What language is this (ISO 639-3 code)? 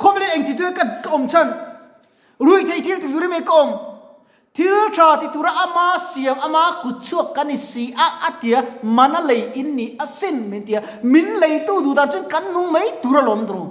lus